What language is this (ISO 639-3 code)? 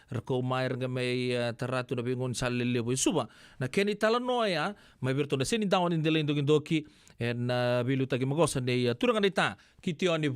fij